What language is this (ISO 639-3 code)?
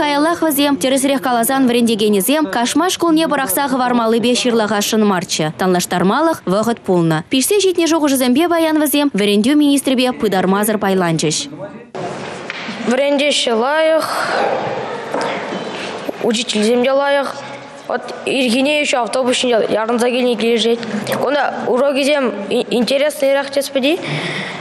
chv